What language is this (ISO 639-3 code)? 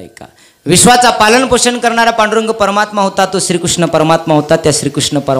mar